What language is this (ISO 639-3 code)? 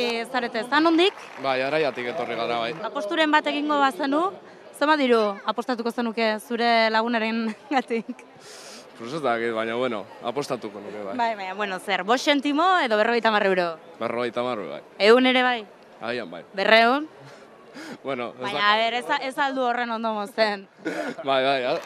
eus